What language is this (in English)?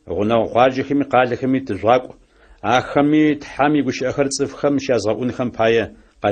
Adyghe